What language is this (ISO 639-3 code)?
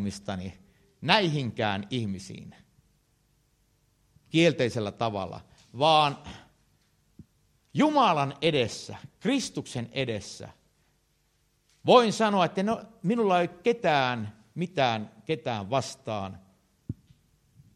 fin